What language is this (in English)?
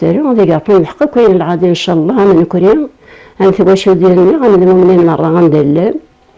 Kabyle